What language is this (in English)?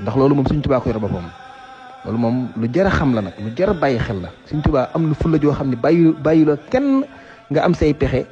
Wolof